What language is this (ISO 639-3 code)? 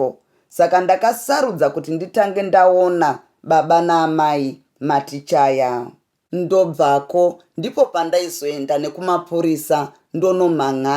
sna